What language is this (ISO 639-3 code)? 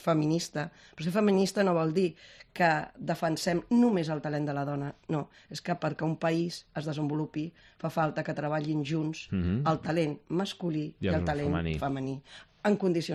cat